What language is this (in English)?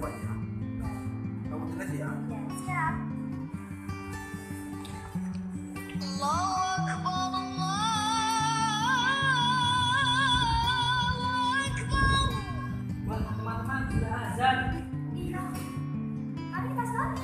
Indonesian